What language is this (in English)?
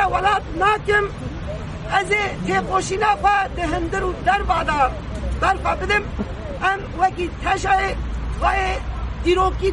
Kurdish